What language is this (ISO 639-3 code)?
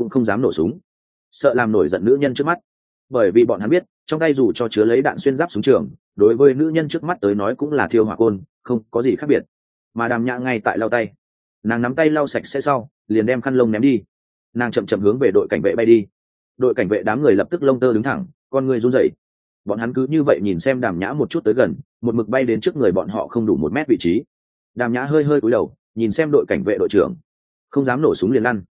vie